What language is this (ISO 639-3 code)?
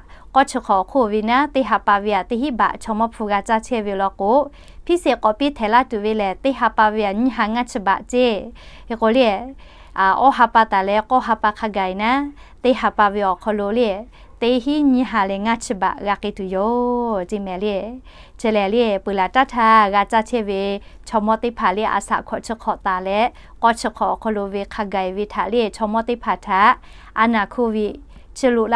lhu